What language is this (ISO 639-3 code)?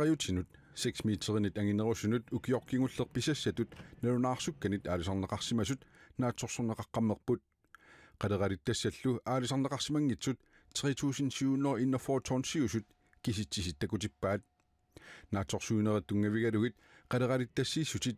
kal